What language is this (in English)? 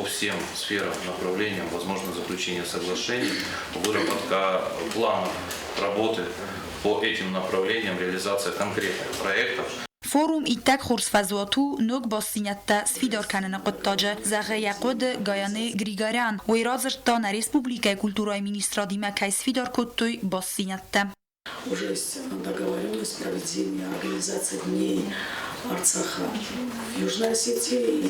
Ossetic